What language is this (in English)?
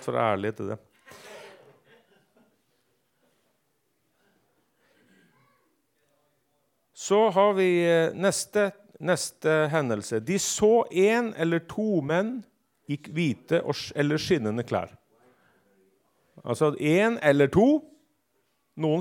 Norwegian